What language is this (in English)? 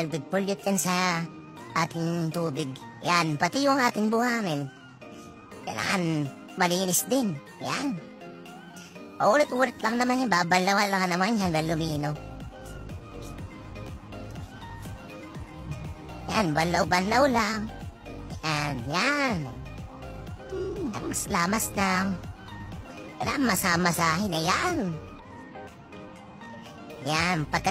Filipino